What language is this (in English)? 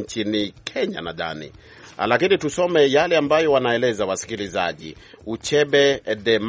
Swahili